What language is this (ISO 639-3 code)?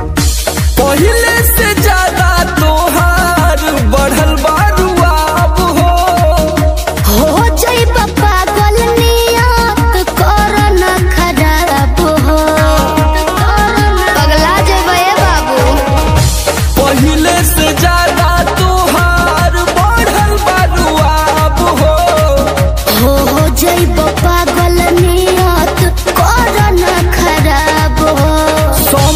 bho